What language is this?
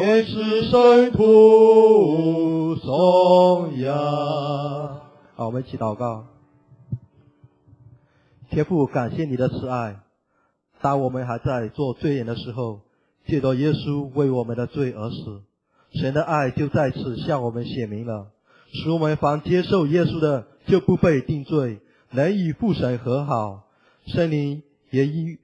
Chinese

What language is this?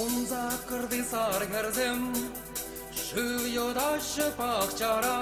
Chuvash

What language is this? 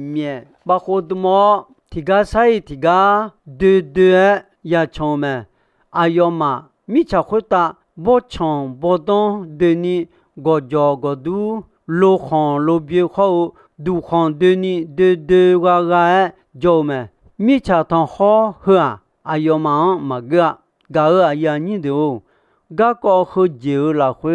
Akha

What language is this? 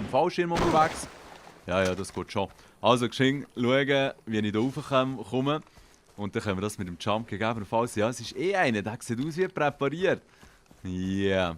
Swiss German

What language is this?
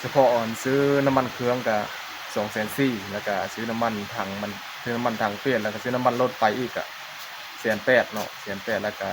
Northeastern Thai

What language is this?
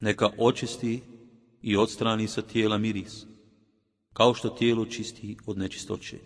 Bosnian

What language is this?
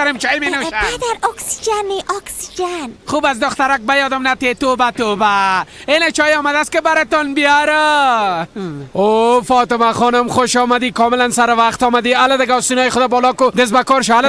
Persian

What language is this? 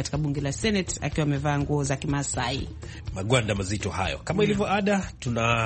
Swahili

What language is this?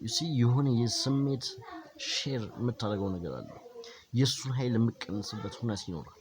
Amharic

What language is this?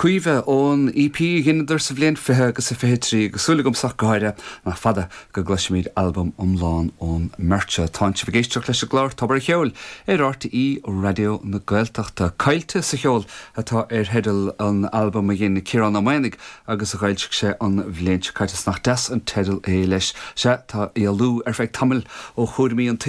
Irish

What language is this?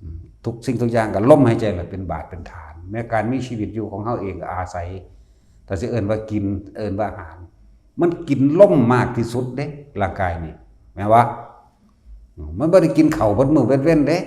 Northeastern Thai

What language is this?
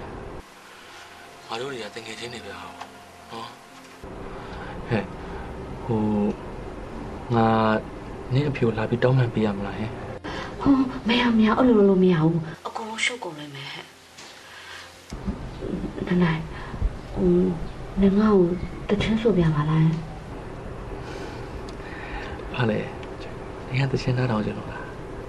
Burmese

